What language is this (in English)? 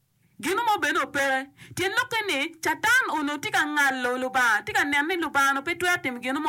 Acoli